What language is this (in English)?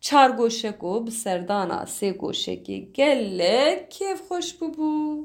Kurdish